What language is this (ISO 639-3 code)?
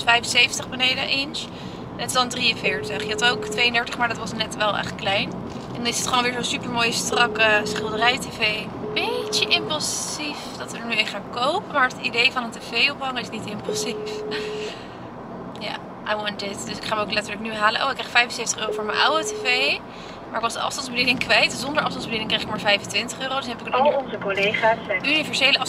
nld